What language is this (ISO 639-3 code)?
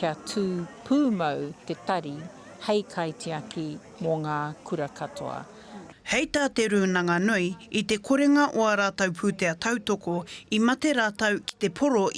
mri